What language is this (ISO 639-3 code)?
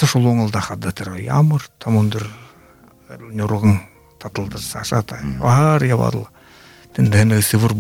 bua